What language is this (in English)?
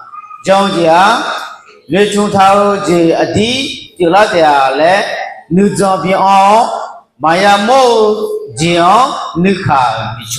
Akha